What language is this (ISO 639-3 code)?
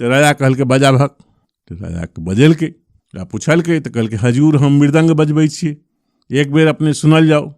mai